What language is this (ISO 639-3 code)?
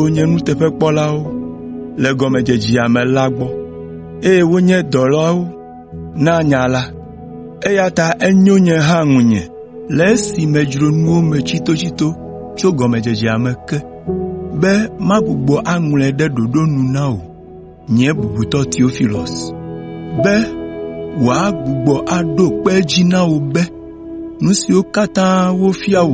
ewe